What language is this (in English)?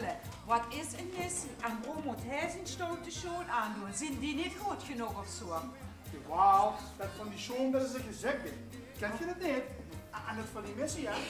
Limburgish